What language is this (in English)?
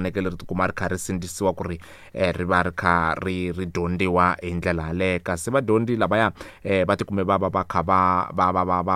Tsonga